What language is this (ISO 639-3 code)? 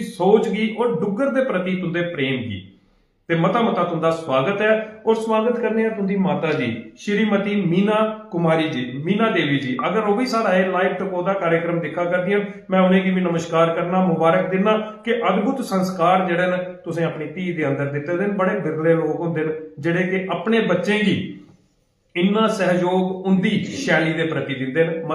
doi